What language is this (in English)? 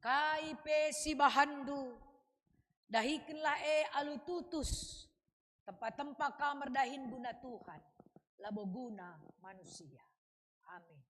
Batak Karo